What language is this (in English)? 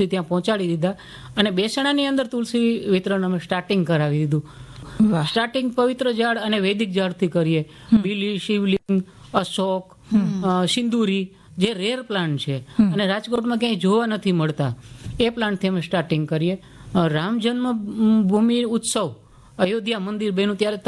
Gujarati